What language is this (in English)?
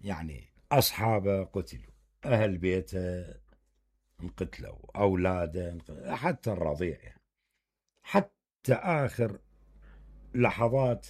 Mesopotamian Arabic